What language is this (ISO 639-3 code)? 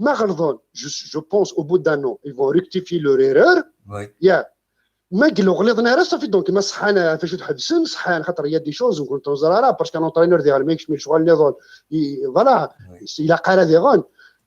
kab